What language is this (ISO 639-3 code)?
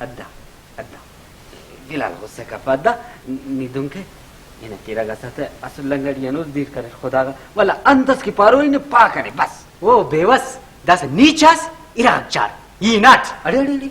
brh